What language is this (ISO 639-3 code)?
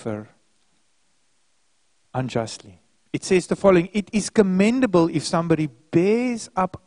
eng